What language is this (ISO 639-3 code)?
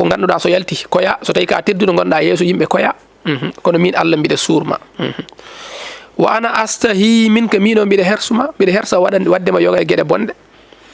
ful